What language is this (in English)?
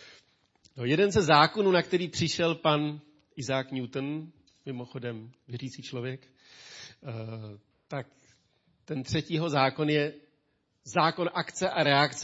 Czech